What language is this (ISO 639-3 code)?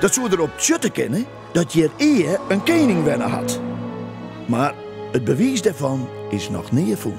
fry